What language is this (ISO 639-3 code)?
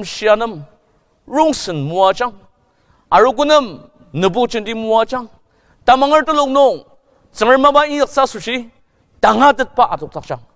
njo